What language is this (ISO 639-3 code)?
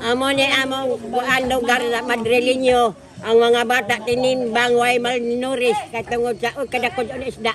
ceb